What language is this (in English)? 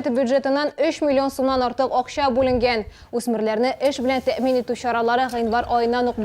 Tatar